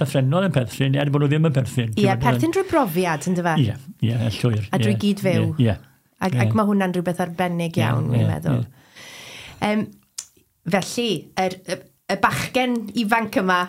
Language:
Welsh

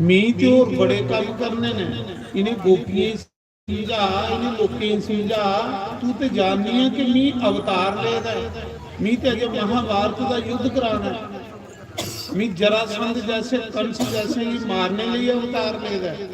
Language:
Dogri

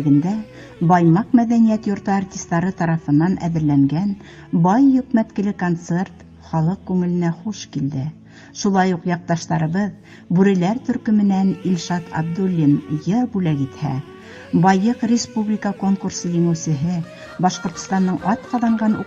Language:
Bashkir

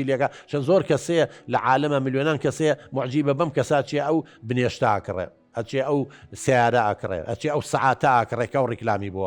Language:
Central Kurdish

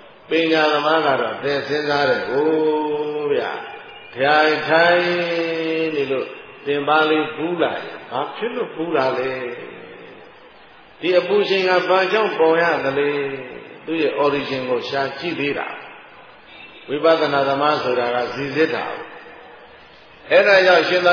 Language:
Burmese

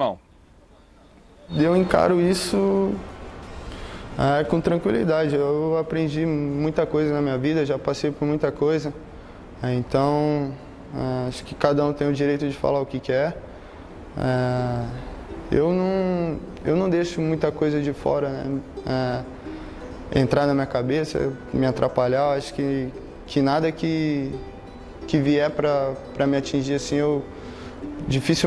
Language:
Portuguese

